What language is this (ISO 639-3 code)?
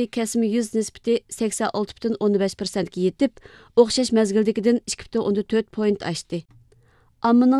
uig